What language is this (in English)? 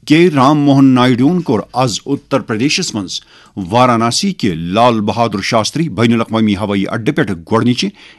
Kashmiri